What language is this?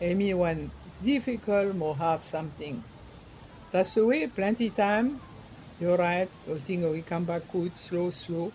Bislama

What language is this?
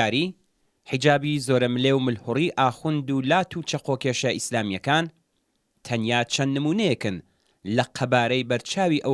Central Kurdish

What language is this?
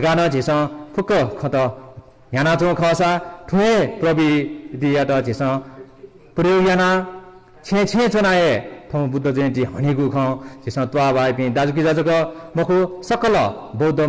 Newari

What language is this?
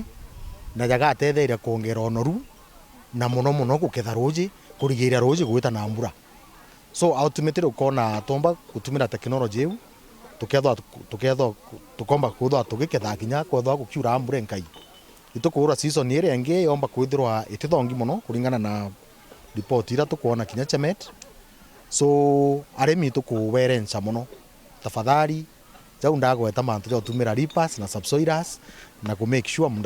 Meru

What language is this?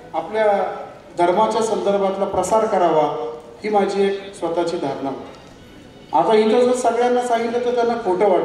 Marathi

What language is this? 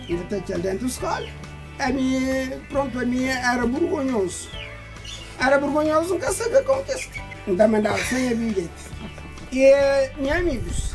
Kabuverdianu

